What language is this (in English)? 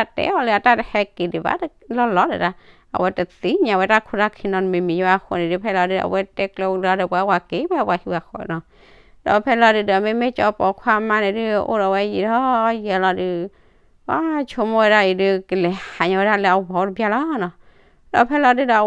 S'gaw Karen